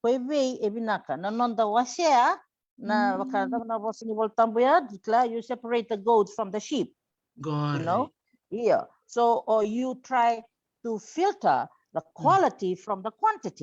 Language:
Fijian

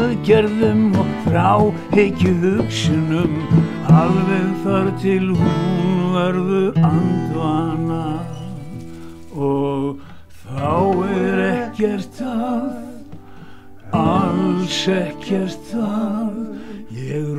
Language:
Icelandic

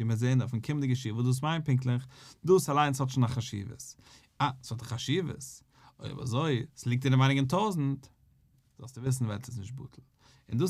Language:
Yiddish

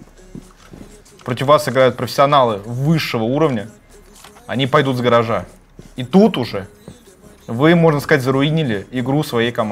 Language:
Russian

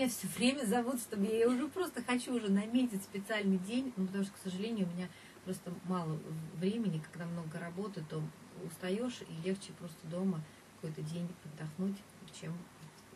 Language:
Russian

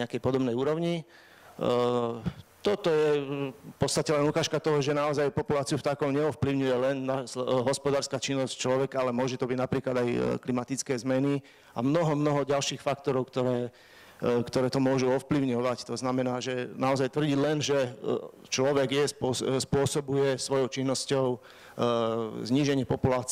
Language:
Slovak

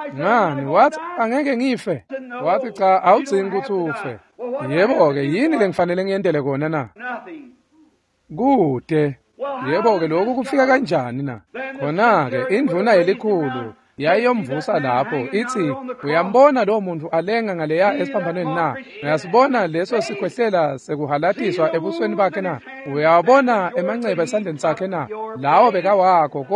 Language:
Swati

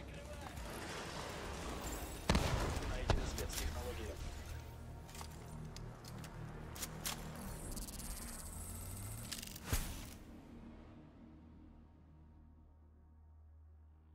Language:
Russian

